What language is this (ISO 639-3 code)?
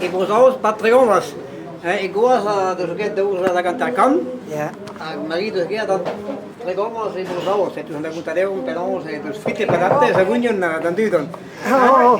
bre